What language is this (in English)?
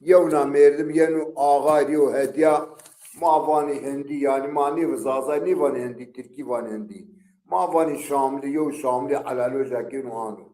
Zaza